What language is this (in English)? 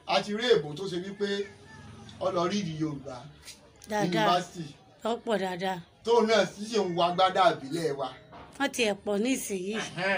Yoruba